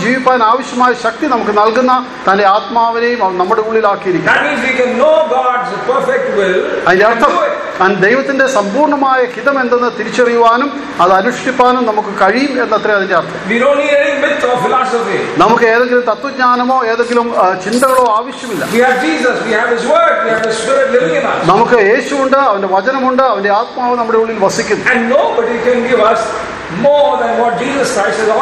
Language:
Malayalam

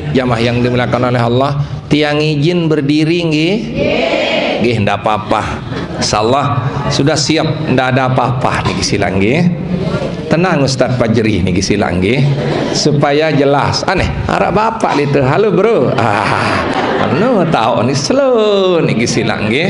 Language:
Sasak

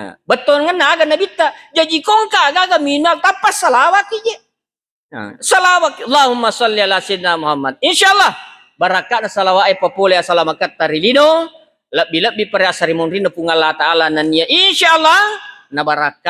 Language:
Buginese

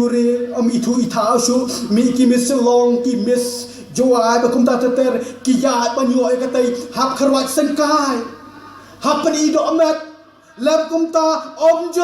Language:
Khasi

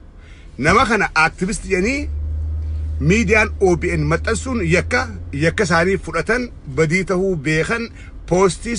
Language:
Oromo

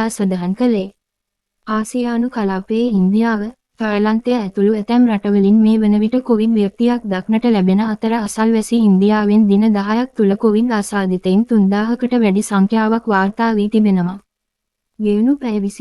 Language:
Sinhala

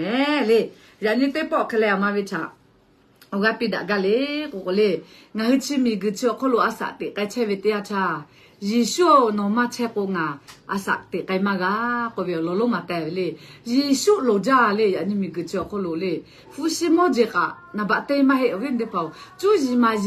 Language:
Lahu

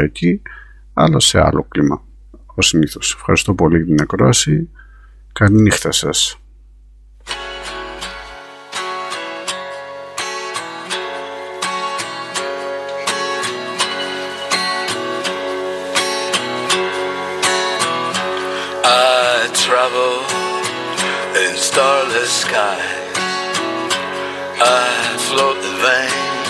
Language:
Greek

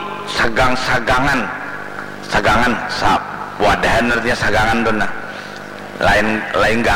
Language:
Banjar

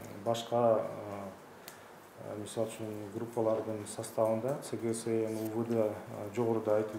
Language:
Kyrgyz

